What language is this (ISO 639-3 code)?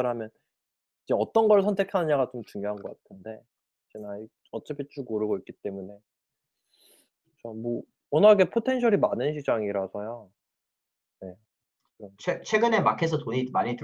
kor